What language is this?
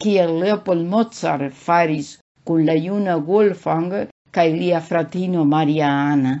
Esperanto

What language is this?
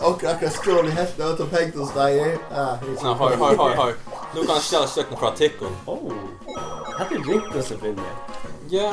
Faroese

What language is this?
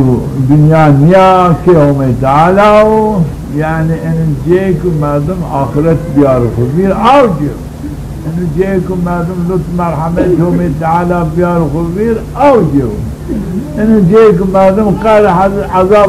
Zaza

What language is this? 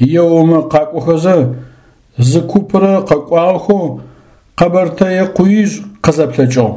Adyghe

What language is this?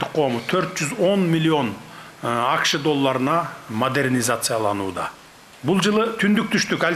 Kyrgyz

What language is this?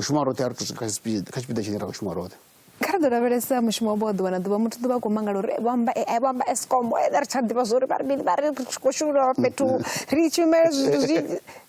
Venda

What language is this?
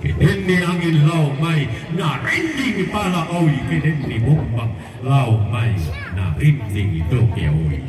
Toraja-Sa'dan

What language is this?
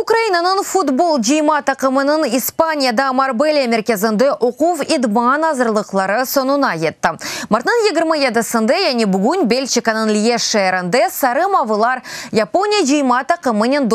Crimean Tatar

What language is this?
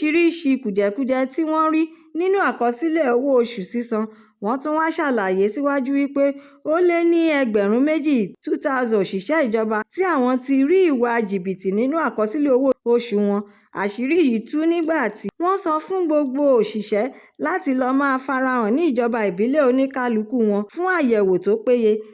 Yoruba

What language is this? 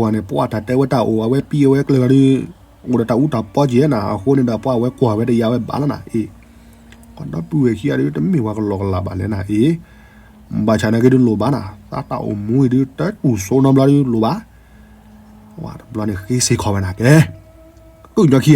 S'gaw Karen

